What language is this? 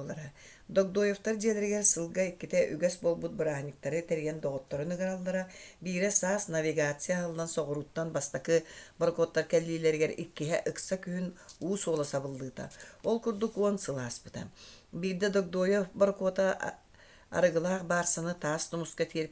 Yakut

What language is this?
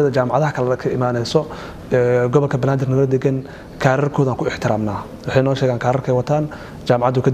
Somali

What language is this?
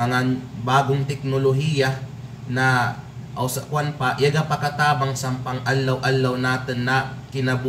Kalagan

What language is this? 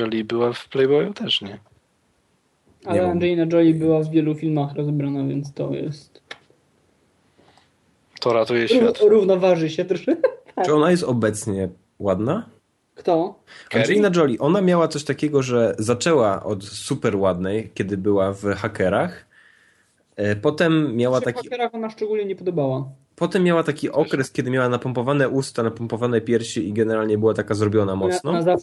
Polish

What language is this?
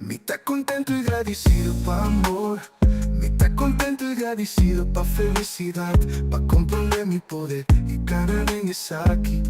Papiamento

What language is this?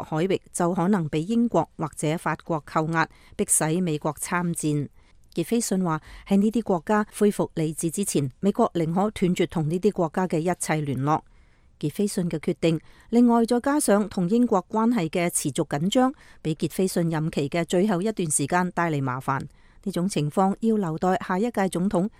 Cantonese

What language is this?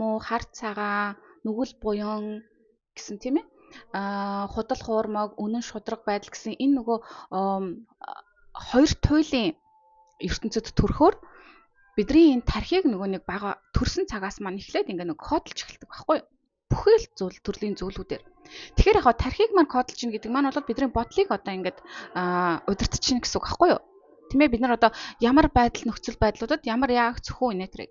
Mongolian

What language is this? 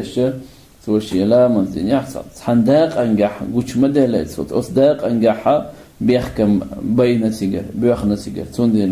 Chechen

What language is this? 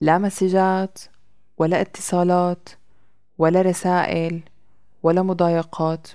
North Levantine Arabic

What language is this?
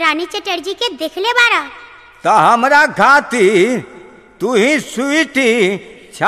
Bhojpuri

